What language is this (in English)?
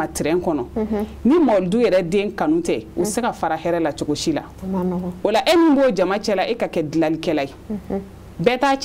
Bambara